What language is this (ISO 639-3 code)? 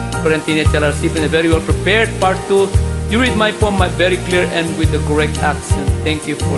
ilo